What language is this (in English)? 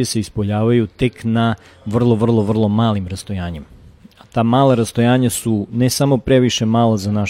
Serbian